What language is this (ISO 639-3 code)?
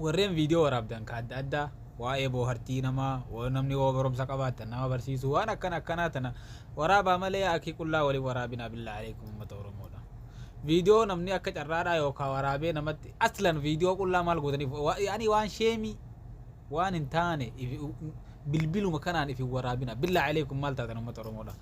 orm